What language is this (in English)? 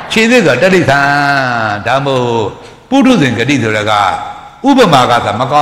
Burmese